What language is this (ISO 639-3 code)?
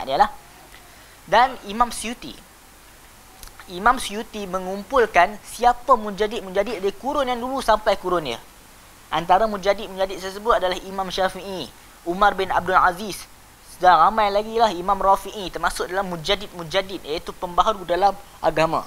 msa